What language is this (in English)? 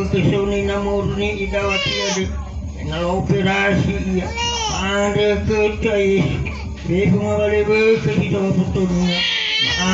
Nias